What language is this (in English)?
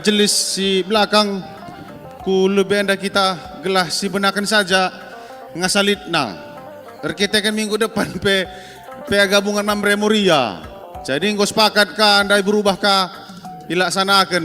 Batak Karo